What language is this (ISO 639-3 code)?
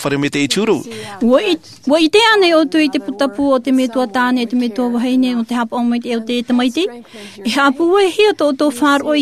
tah